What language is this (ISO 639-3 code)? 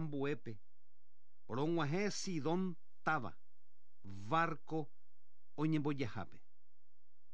grn